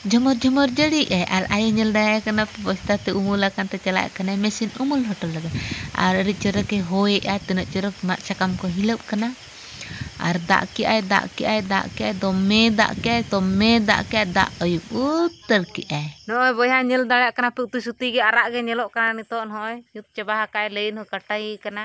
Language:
Santali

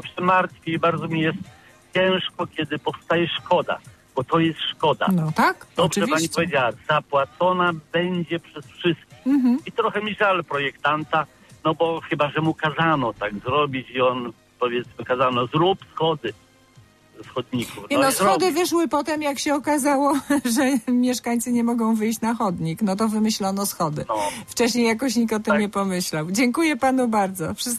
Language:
Polish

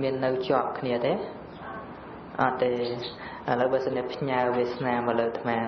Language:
Khmer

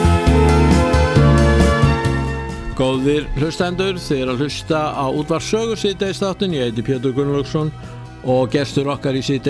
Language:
Icelandic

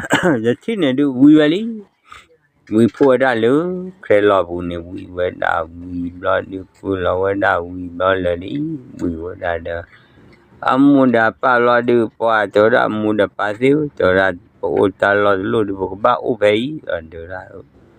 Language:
S'gaw Karen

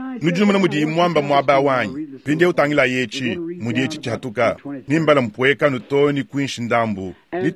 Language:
Luba-Lulua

